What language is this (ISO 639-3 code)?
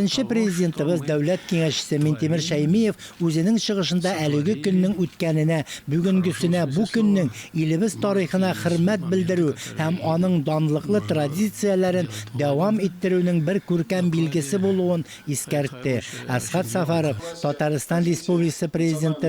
tat